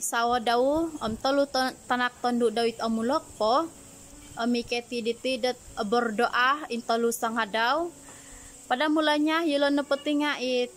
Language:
Central Dusun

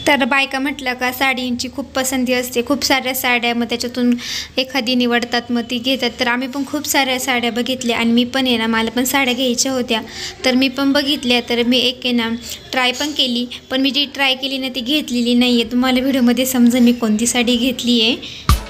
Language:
Marathi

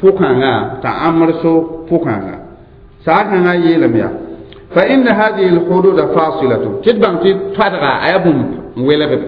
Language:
Mossi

